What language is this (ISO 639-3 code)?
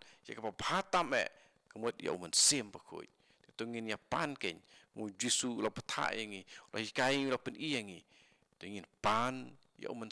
kha